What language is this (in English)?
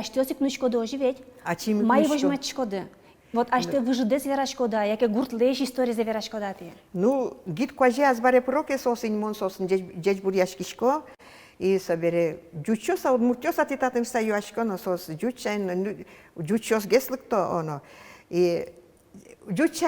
Udmurt